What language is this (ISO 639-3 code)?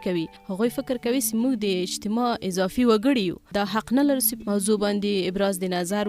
pus